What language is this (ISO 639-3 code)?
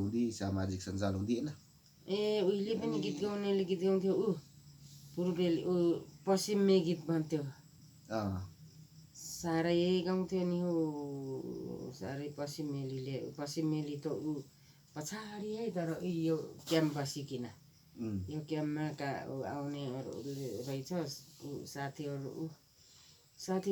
nep